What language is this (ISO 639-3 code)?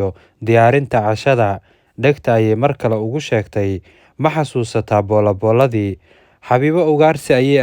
som